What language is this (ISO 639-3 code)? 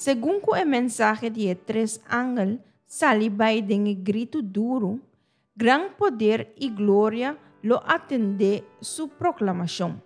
pap